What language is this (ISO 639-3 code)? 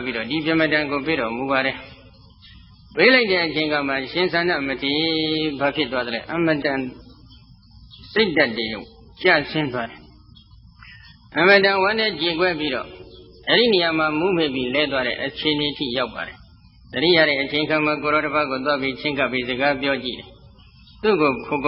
mya